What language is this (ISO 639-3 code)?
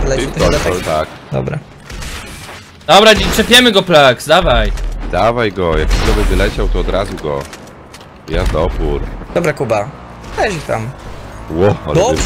pol